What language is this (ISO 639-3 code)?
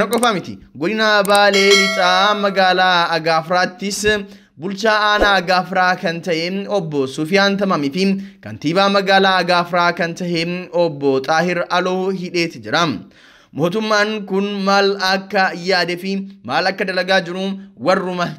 orm